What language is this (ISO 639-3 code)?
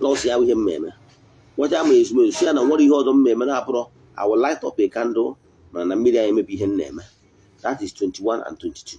ibo